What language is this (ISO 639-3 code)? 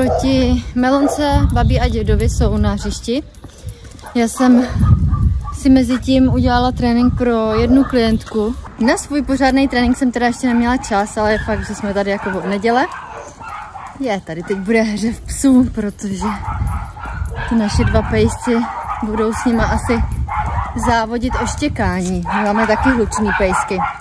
ces